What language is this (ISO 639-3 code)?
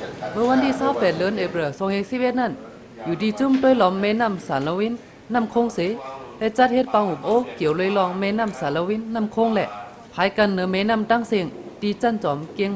shn